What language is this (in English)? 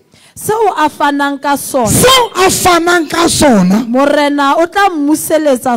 Southern Sotho